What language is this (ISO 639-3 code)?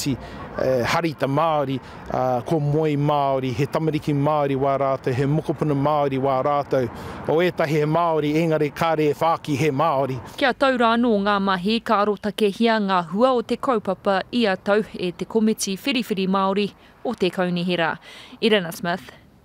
mri